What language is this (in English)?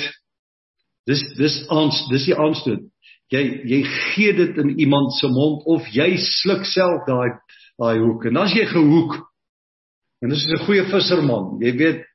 Afrikaans